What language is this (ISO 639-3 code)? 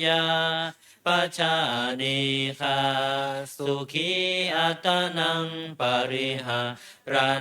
pli